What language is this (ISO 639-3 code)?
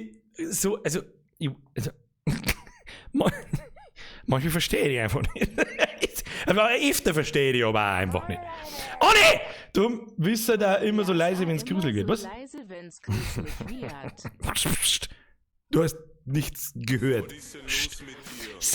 bar